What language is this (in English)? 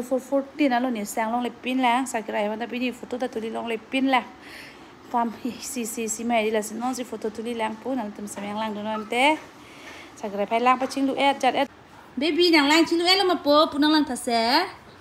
Karbi